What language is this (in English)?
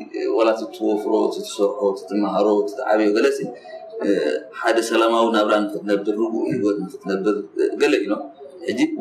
Tigrinya